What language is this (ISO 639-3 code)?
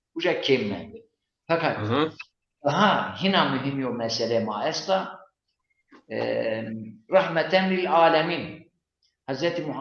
zza